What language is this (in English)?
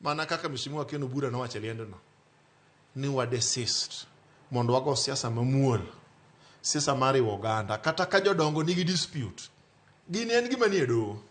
Luo (Kenya and Tanzania)